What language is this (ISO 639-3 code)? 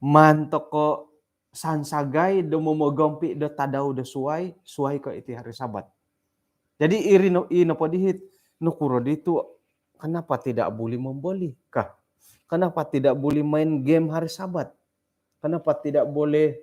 dtp